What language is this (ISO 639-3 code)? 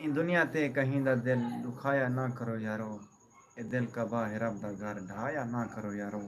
skr